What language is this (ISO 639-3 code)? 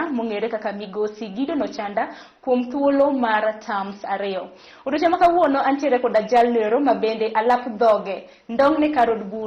luo